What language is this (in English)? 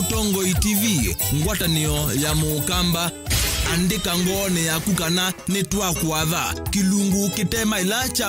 Kamba